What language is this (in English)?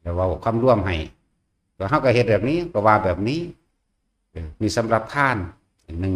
Northeastern Thai